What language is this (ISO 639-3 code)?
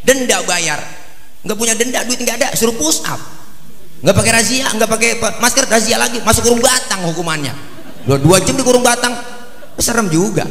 bew